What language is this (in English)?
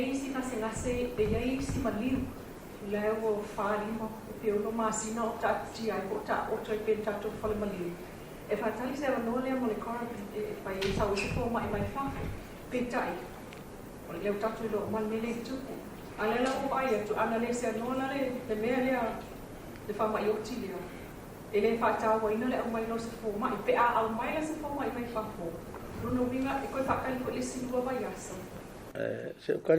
Samoan